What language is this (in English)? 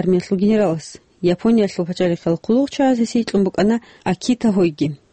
Avaric